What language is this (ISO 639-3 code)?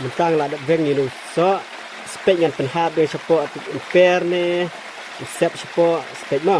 kha